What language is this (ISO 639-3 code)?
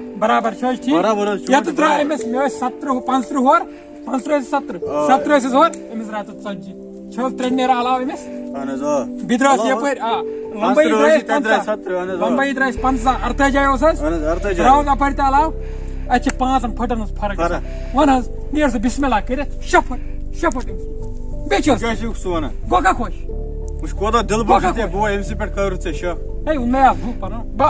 kas